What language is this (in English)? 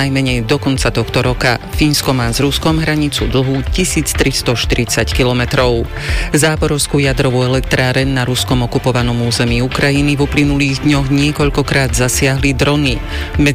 Slovak